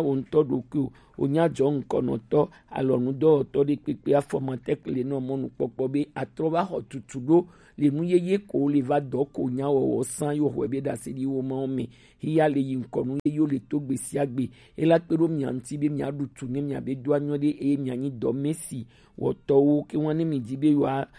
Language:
Gen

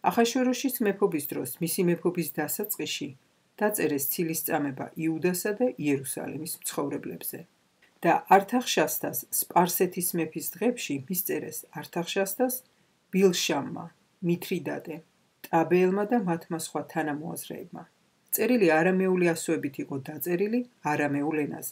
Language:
Georgian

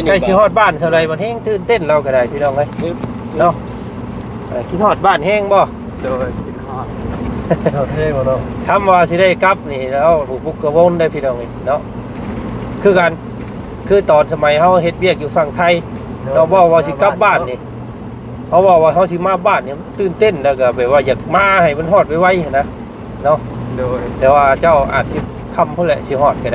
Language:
Lao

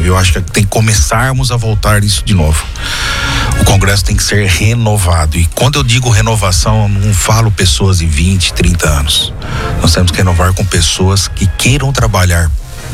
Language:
Portuguese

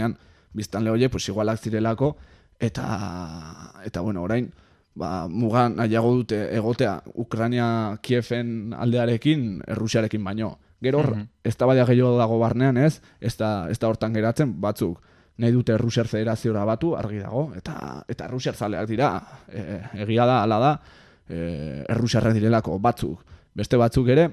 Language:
Basque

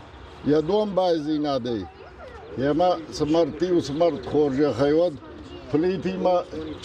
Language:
Ossetic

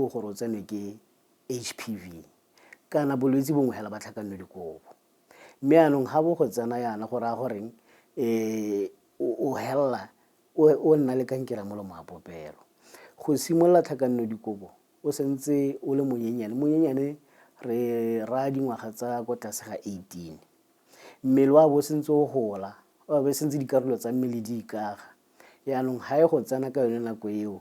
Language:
Tswana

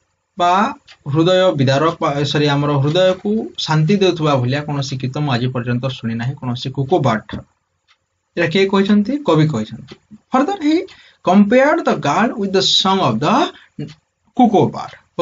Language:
Odia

